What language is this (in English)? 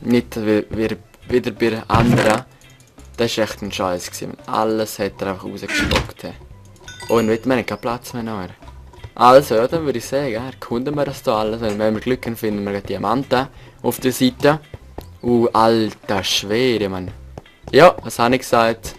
Swiss German